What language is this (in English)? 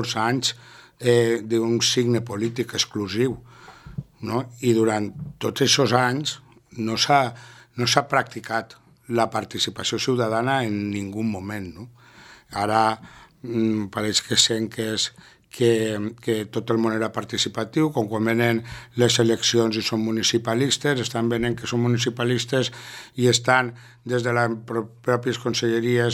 Catalan